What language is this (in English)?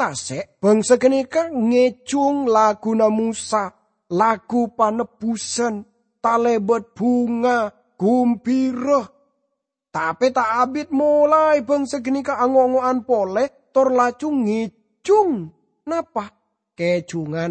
Madurese